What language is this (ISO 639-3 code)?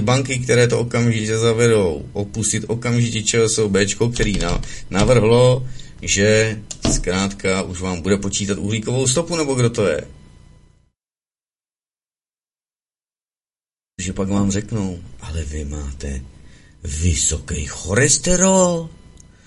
ces